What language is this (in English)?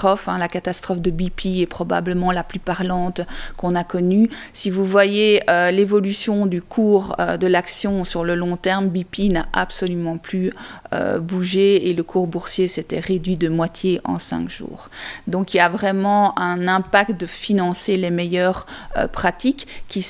French